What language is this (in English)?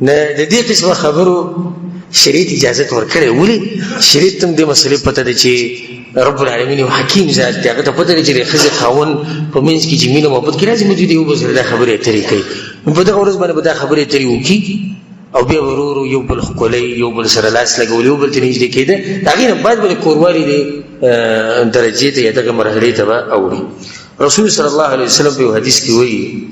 Pashto